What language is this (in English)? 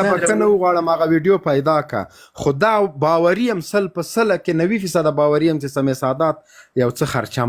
Pashto